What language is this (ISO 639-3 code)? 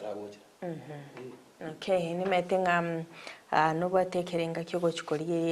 guz